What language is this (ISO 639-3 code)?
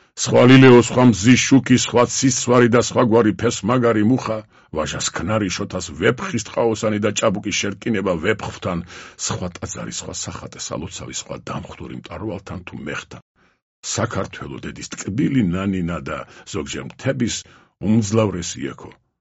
kat